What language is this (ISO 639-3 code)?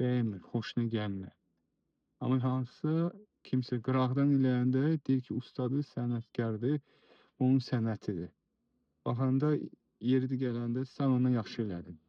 aze